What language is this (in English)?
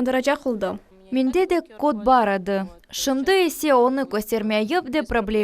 Crimean Tatar